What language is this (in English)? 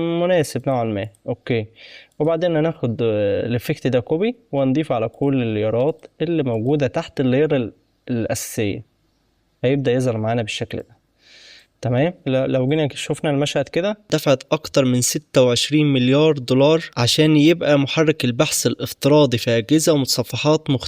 Egyptian Arabic